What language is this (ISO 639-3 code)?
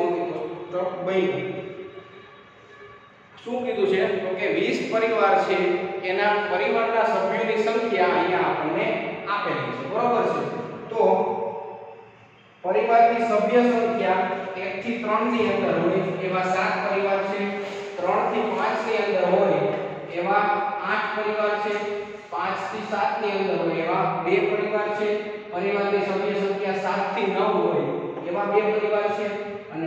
guj